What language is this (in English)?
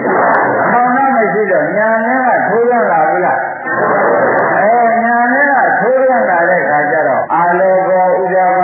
Burmese